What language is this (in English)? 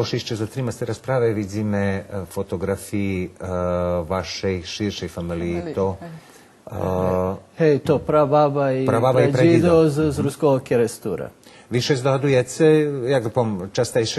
Rusyn